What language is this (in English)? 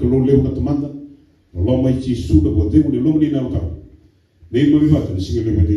Fijian